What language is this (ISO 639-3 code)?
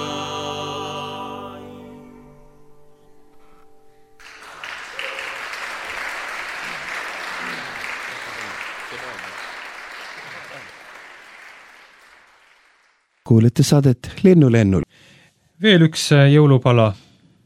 est